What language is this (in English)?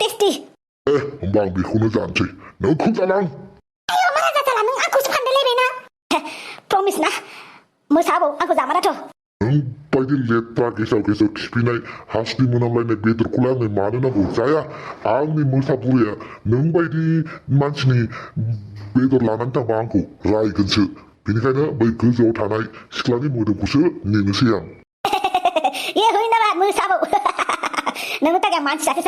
Bodo